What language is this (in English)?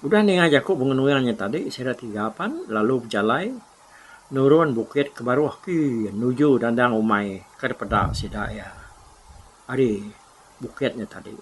Iban